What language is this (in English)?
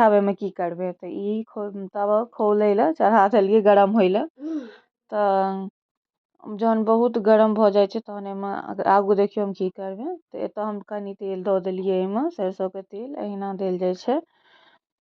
Maithili